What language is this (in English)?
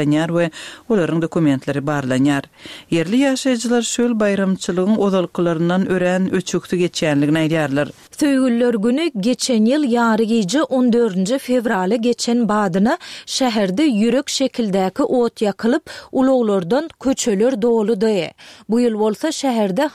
Turkmen